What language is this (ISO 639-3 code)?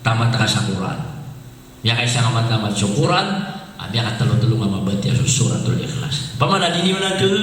mrw